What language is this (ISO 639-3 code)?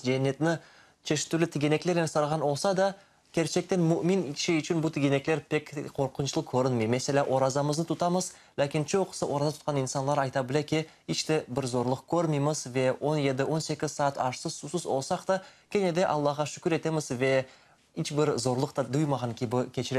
crh